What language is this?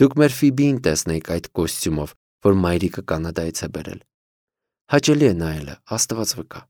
Armenian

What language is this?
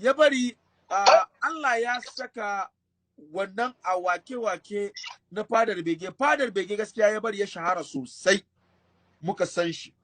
Hausa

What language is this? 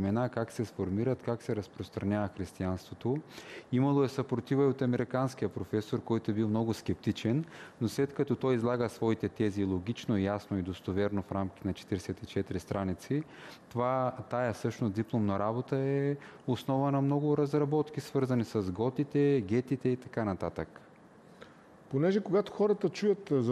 Bulgarian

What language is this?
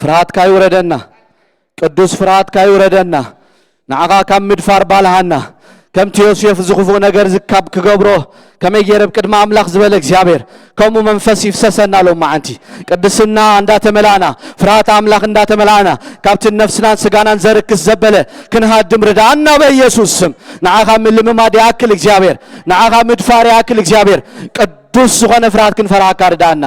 Tigrinya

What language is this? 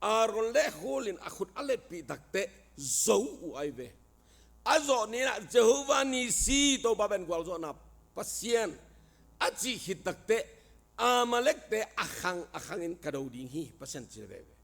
Tedim Chin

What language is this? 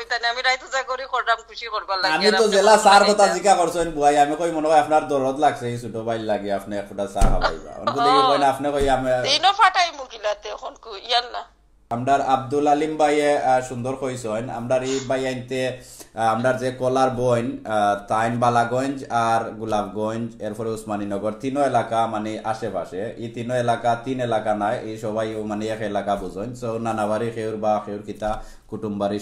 Sylheti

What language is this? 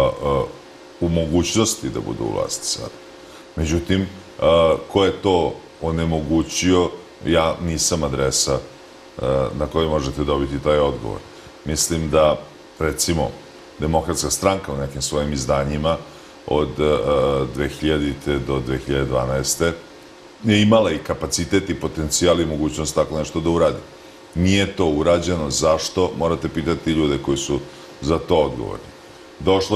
Serbian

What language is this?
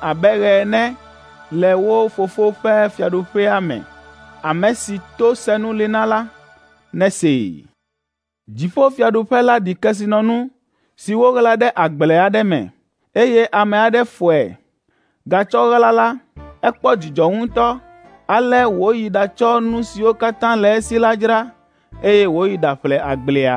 Ewe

